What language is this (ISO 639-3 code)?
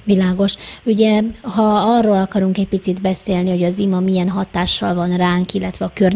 hun